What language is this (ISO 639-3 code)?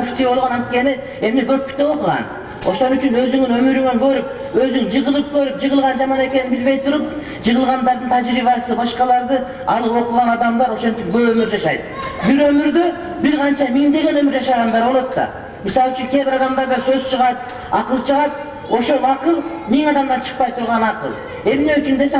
kir